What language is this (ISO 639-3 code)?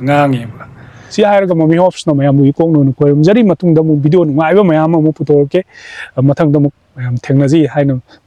mni